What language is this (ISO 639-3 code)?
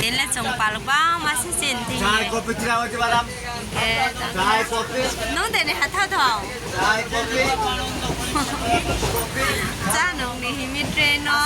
ria